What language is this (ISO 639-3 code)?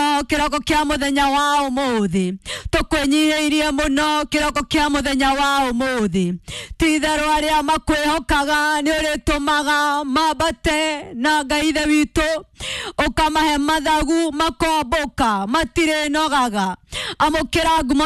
kik